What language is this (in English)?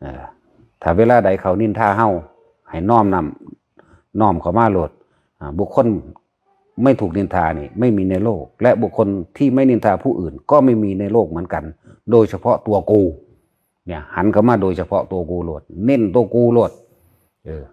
Northeastern Thai